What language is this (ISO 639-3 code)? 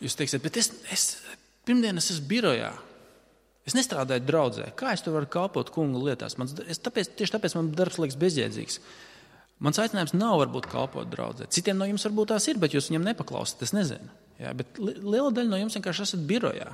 lav